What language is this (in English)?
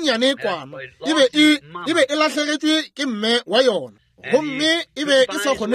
Northern Sotho